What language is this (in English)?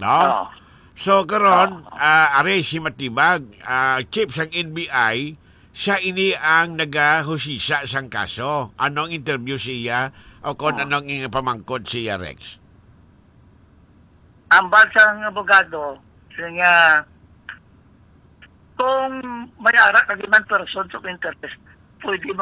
Hiligaynon